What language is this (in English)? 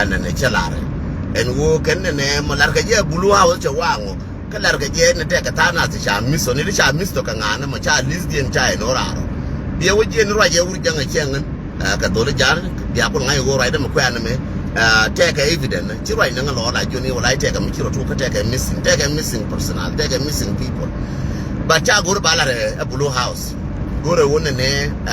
Nuer